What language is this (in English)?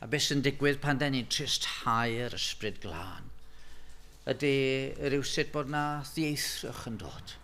Welsh